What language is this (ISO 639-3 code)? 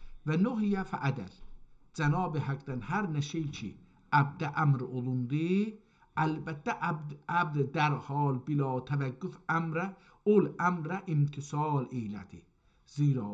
azb